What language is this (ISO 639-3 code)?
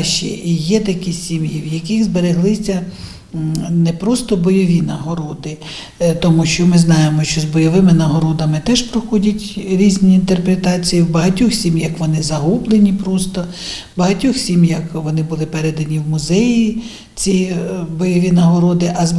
ukr